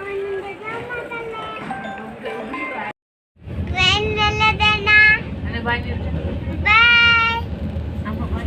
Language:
Santali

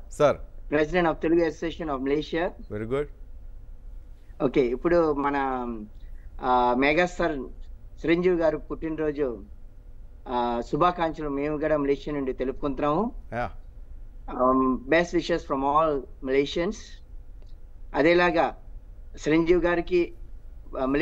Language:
Telugu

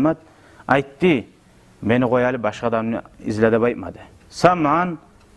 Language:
Kumyk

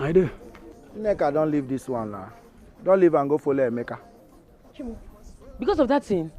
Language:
Nigerian Pidgin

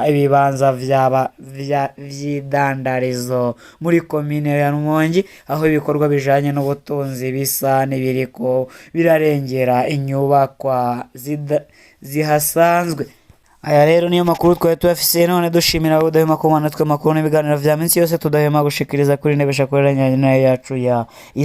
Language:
Rundi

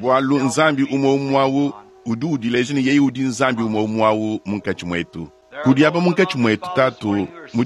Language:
Luba-Lulua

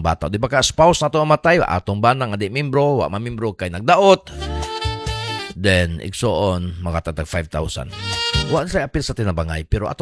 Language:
Cebuano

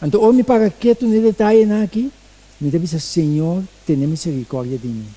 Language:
Papiamento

